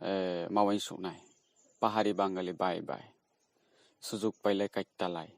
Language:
Riang (India)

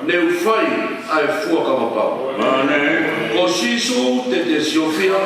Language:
Tongan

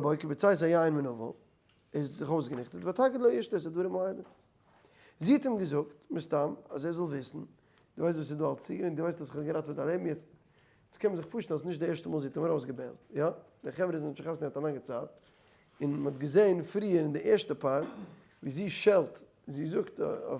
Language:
Yiddish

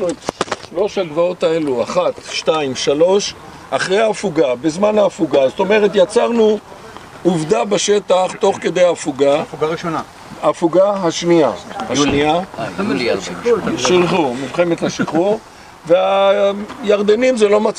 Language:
Hebrew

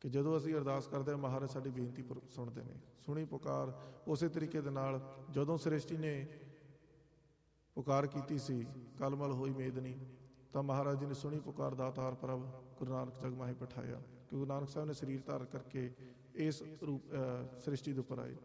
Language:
Punjabi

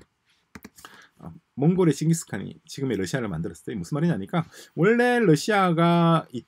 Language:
Korean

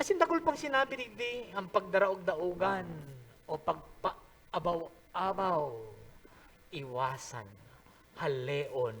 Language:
Bikol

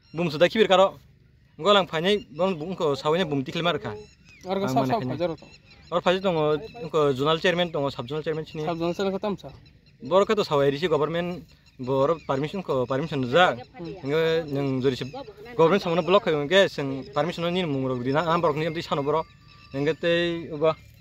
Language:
Kok Borok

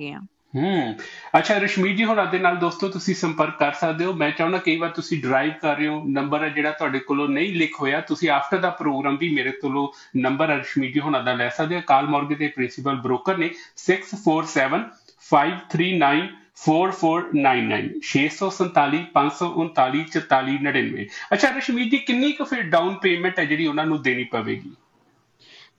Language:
Punjabi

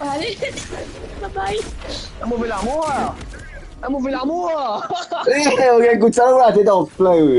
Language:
Morisyen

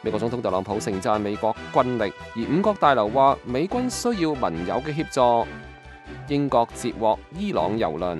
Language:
Cantonese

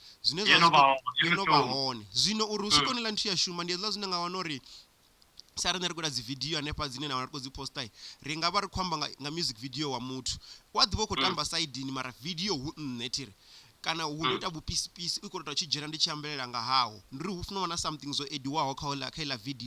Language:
Venda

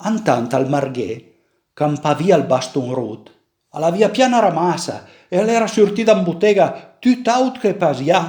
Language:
Piedmontese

